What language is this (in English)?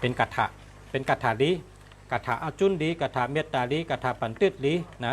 Shan